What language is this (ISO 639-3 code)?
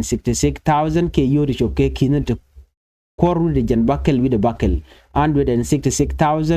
nus